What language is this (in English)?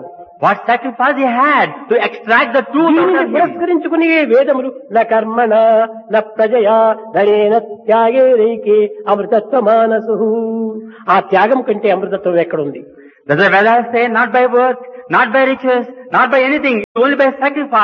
Telugu